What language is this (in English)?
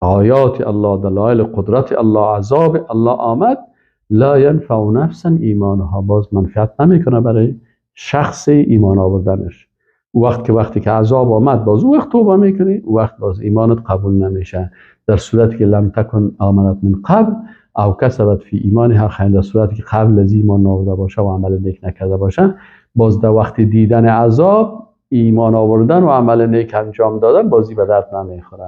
Persian